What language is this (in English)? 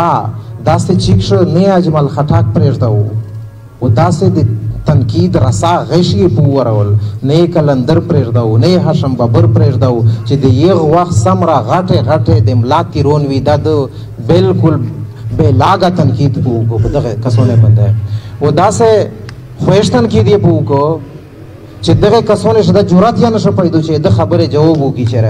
Pashto